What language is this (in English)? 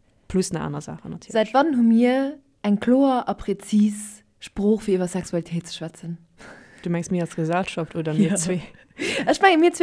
Luxembourgish